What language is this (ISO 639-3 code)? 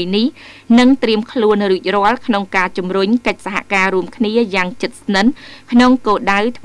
khm